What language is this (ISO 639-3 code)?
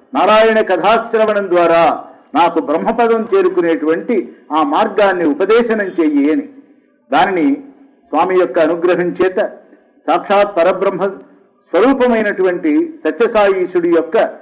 tel